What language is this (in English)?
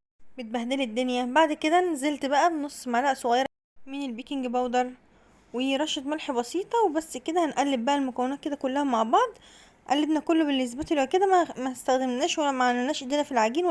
Egyptian Arabic